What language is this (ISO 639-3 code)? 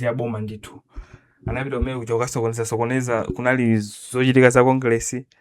nya